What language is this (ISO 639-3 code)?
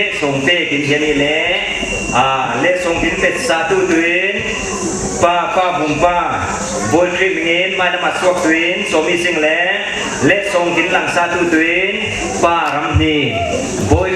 cfm